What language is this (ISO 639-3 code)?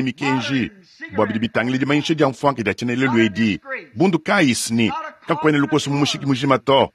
lua